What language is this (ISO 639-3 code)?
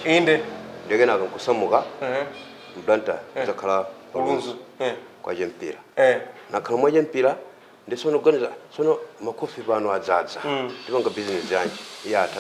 nya